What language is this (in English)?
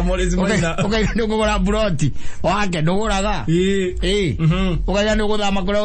Kikuyu